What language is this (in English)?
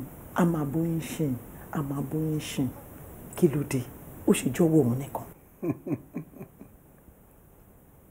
Yoruba